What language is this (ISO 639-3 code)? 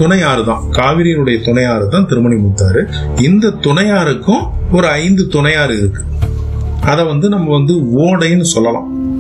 tam